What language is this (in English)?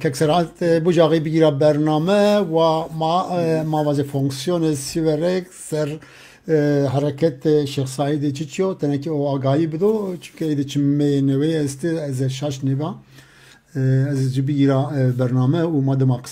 Zaza